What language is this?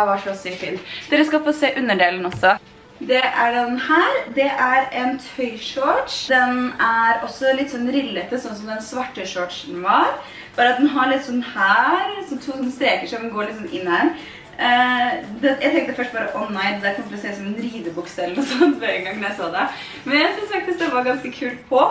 Norwegian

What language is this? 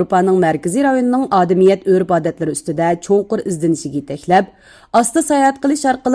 Uyghur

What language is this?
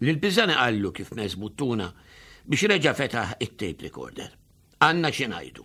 Maltese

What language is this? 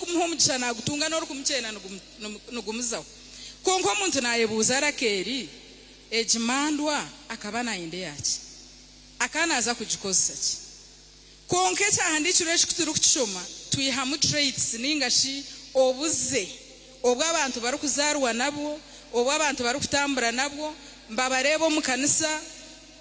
Nyankole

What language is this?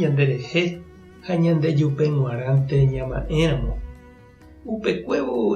Guarani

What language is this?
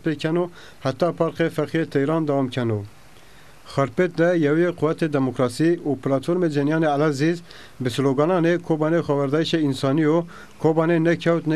Zaza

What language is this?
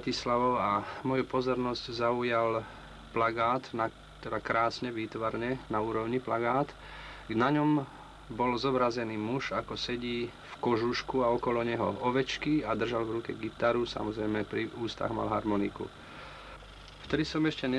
Slovak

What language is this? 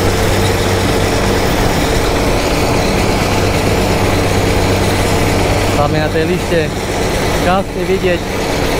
Slovak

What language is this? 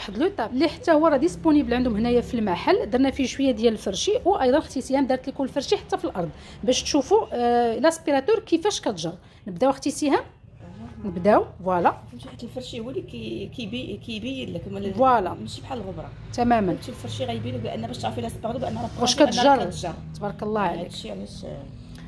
Moroccan Arabic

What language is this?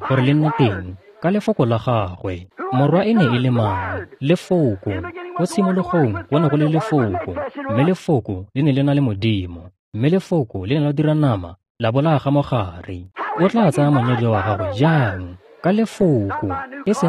Tswana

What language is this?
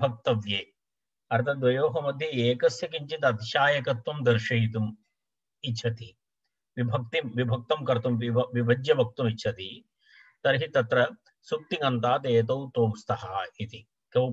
Sanskrit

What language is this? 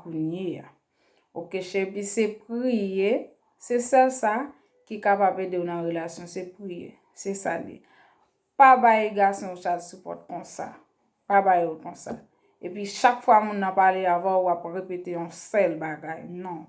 Haitian Creole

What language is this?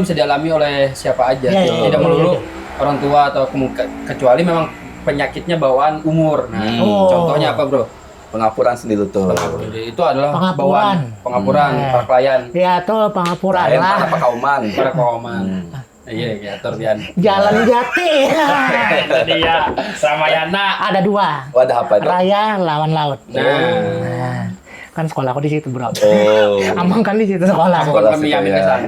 Banjar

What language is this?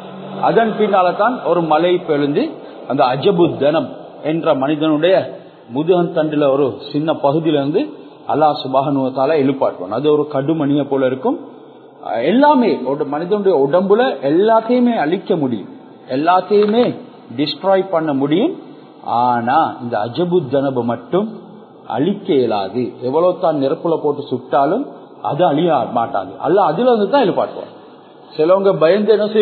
Tamil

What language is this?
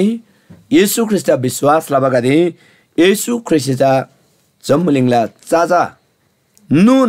Eastern Tamang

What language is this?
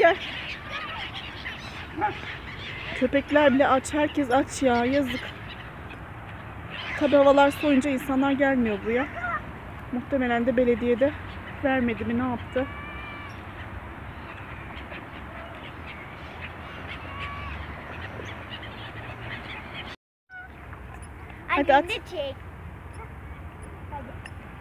Turkish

